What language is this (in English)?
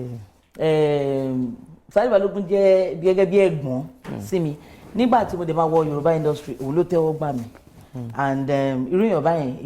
Yoruba